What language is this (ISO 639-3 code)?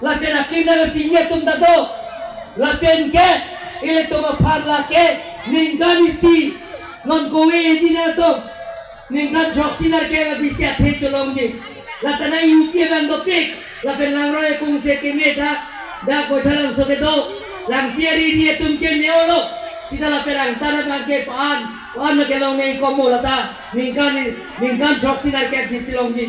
mjw